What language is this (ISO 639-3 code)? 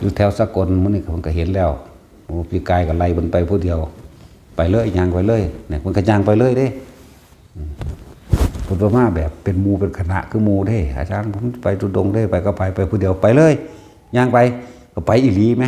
tts